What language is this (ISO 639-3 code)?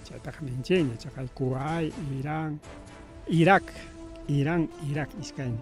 quy